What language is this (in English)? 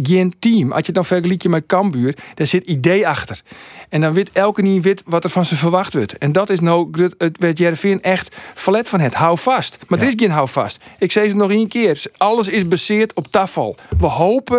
Western Frisian